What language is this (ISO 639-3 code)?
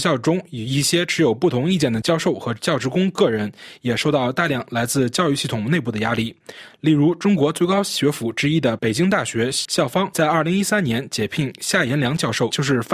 zho